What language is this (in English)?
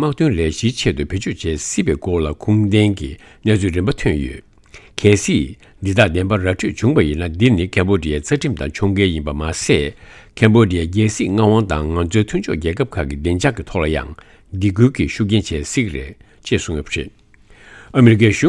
Tibetan